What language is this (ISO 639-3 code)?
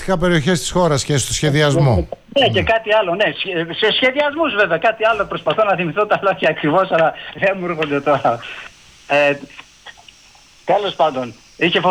ell